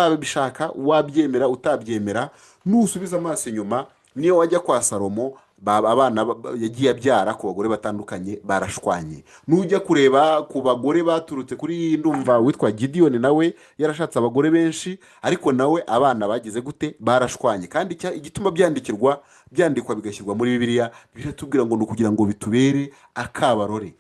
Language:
Kinyarwanda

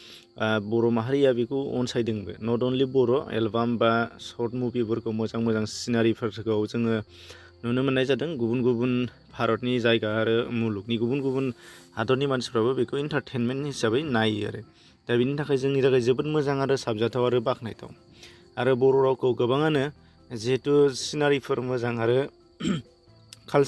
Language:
Bodo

